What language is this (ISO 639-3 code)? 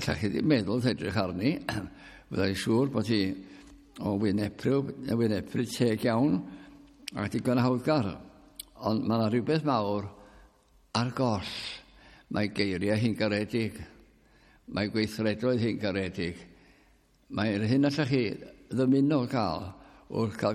cym